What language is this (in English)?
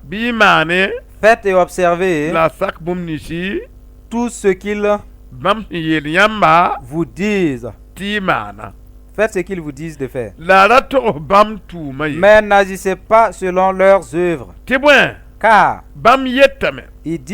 Mossi